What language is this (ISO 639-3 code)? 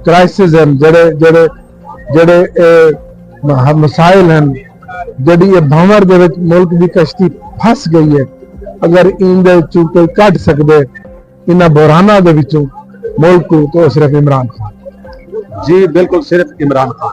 skr